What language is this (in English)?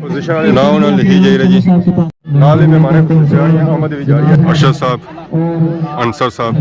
Pahari-Potwari